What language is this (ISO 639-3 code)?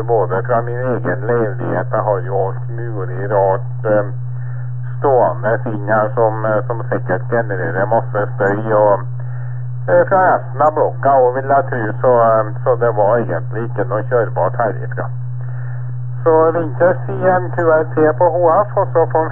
nor